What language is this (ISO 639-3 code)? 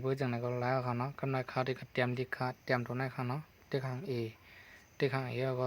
shn